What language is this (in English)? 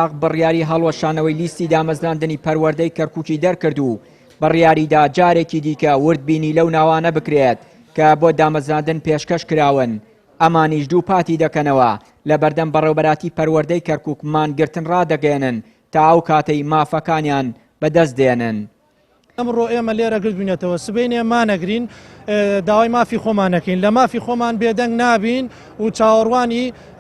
Central Kurdish